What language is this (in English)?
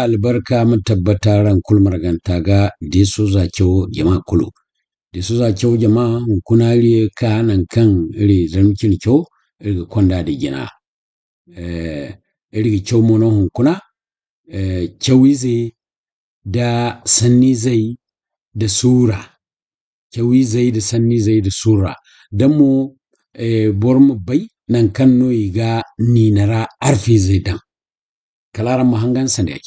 Zarma